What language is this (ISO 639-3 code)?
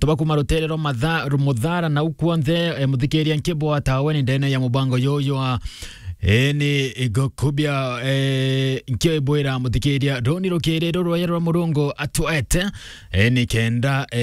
mer